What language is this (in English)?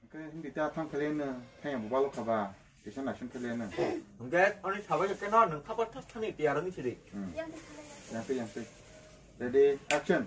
Kok Borok